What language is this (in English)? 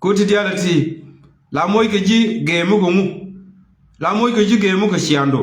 Nuer